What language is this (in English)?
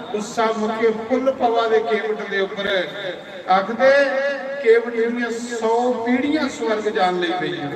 Dogri